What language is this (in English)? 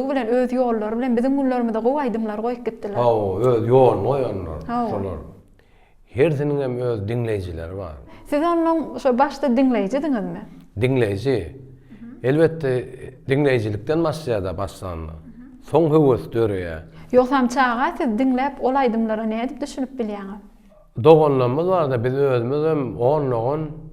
Turkmen